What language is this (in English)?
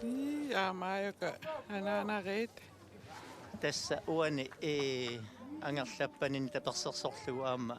Kalaallisut